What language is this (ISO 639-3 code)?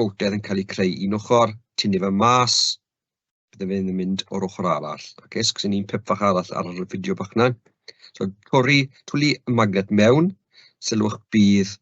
cym